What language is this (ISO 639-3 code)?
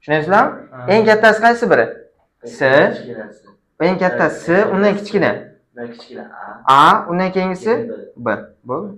uzb